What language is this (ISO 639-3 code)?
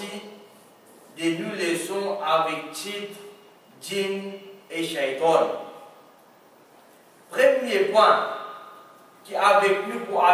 fra